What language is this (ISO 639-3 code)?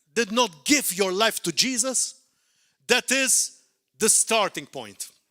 eng